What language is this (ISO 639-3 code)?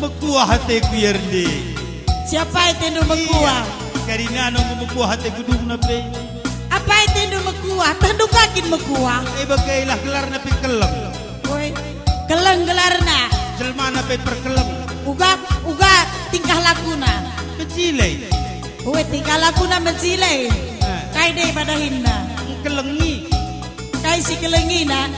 btx